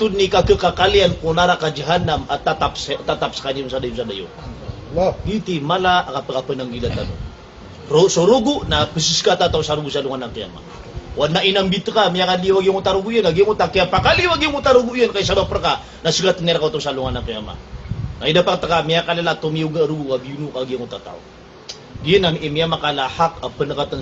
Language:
Maranao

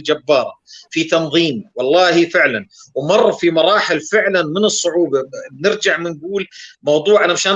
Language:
North Levantine Arabic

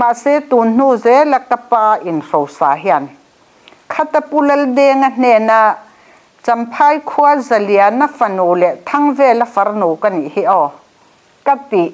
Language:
Mizo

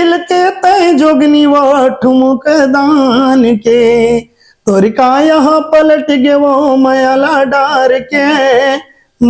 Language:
Chhattisgarhi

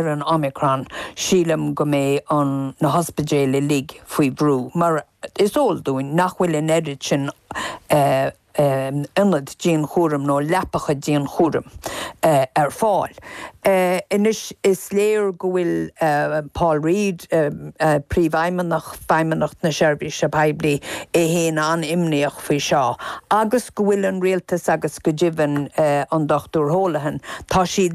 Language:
Irish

